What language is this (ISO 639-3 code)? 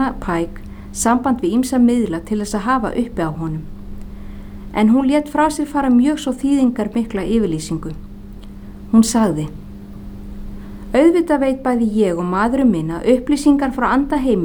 isl